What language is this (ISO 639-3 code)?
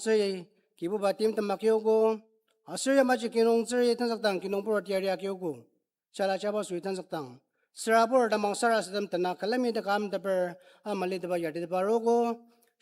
njo